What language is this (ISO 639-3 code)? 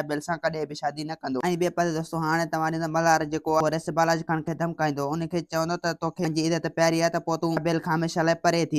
snd